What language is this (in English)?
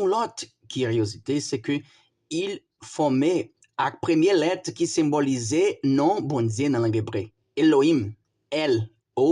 Haitian Creole